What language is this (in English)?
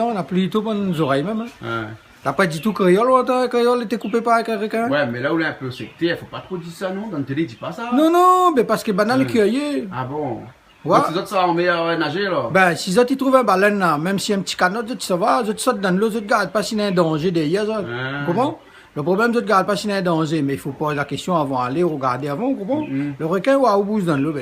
Réunion Creole French